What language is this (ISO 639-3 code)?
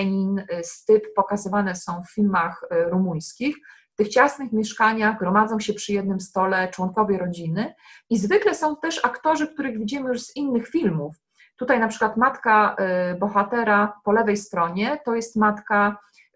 pol